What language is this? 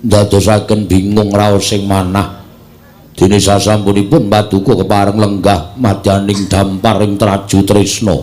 Javanese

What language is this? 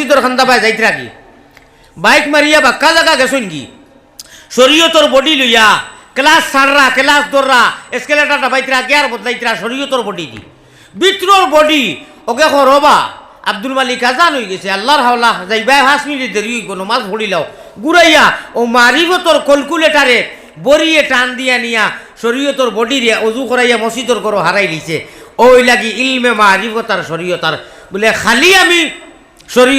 Sylheti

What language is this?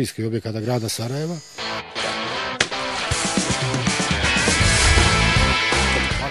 Bosnian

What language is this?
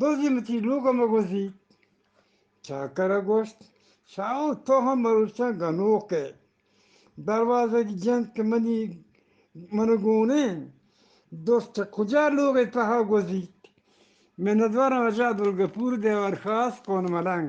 Eastern Balochi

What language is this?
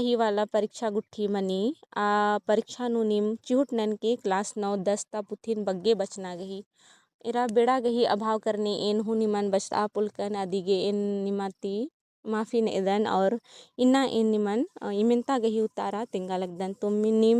Kurukh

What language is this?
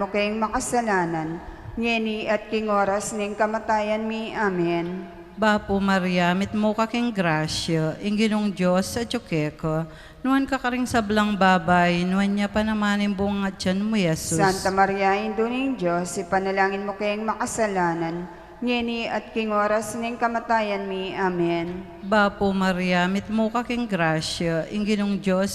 Pampanga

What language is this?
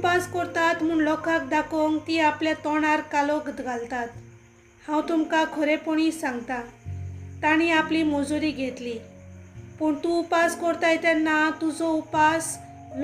Konkani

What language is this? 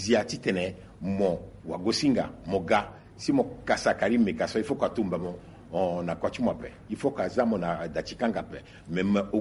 Sango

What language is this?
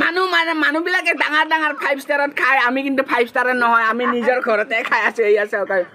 Assamese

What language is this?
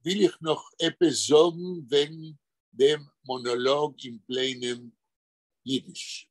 Yiddish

